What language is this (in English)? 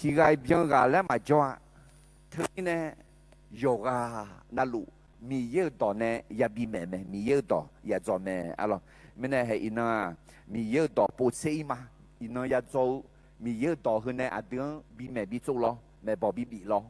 Akha